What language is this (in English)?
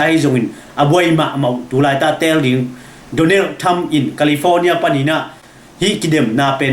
Tedim Chin